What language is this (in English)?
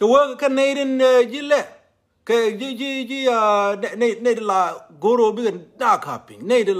Nuer